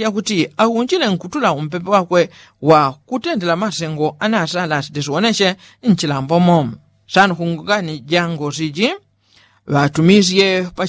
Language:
Yao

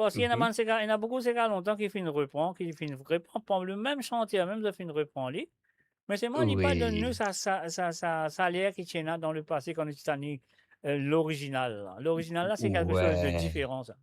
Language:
Morisyen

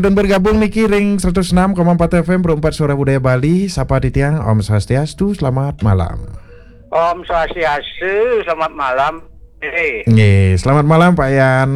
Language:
Balinese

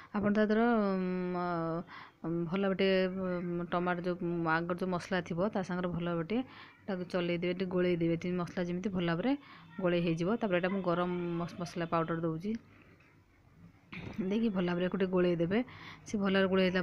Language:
Odia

